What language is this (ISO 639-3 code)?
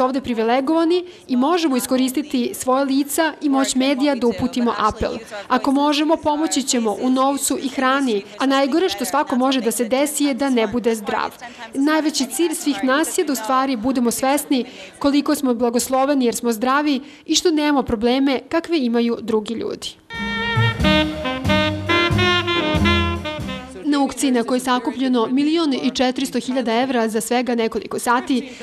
srp